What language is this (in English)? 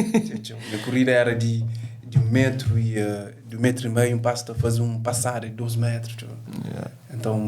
Kabuverdianu